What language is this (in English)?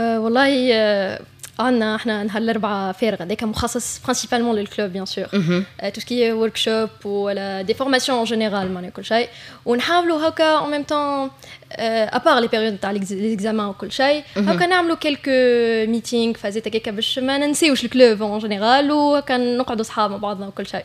Tunisian Arabic